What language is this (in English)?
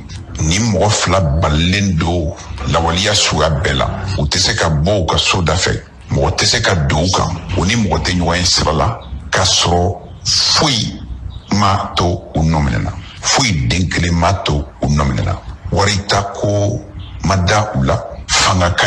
Bambara